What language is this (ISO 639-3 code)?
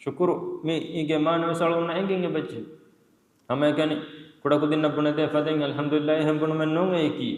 div